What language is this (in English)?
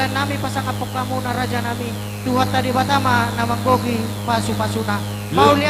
Batak Toba